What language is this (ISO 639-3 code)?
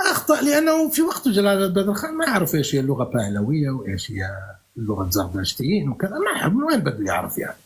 apc